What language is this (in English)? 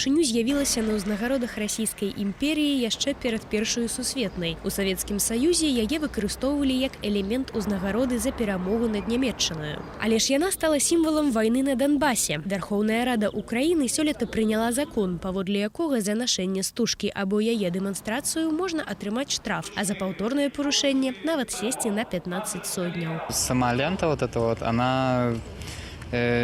Belarusian